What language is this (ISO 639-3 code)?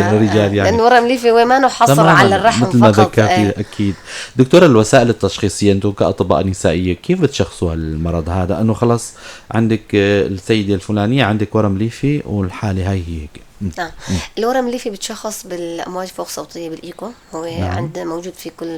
apc